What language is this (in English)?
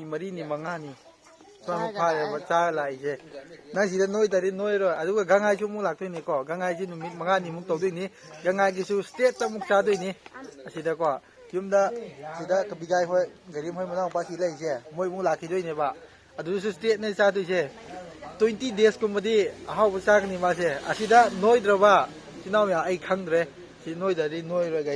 Manipuri